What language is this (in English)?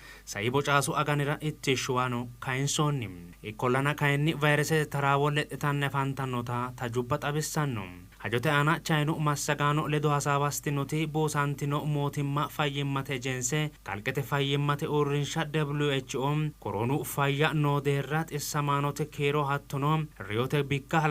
Sidamo